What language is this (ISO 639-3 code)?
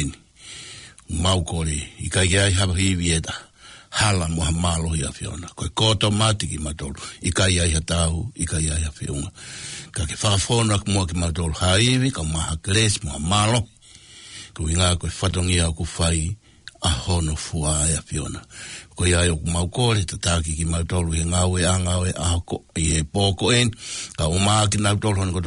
ton